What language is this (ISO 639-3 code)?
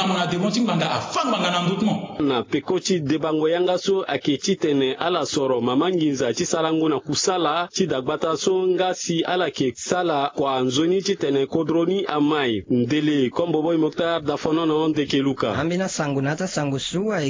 sag